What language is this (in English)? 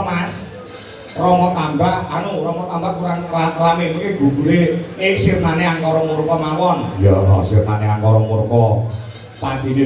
Javanese